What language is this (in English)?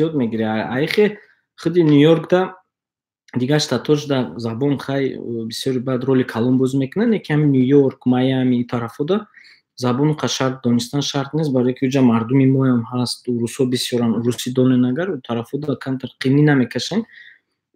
Tajik